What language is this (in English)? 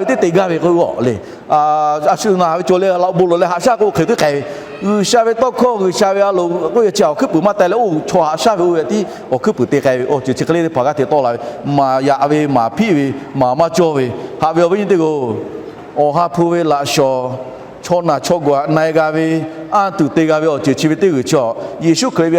Lahu